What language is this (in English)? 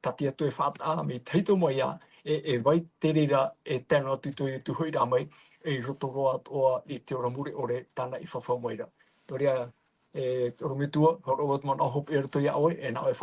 Tahitian